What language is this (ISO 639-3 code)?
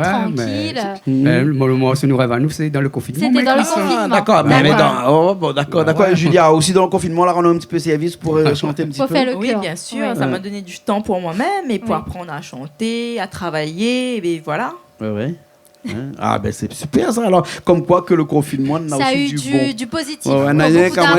rcf